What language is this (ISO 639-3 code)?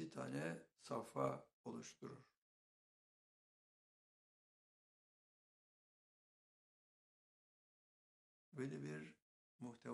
tur